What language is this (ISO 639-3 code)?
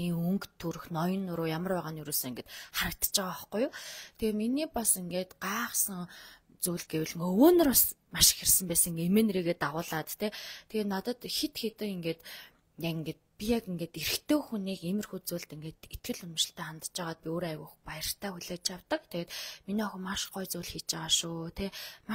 mon